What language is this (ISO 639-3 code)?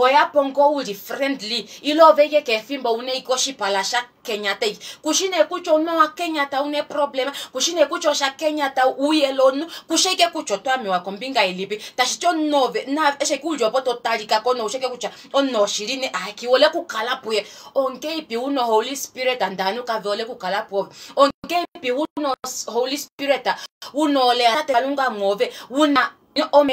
kua